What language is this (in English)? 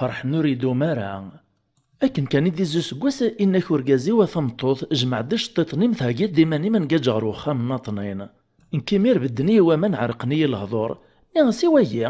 Kabyle